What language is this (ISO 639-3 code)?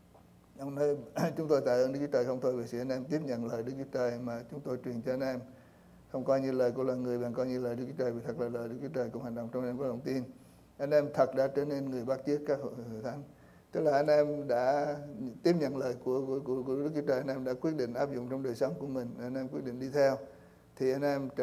vie